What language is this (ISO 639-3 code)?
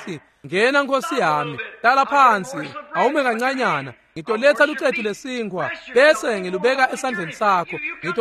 ssw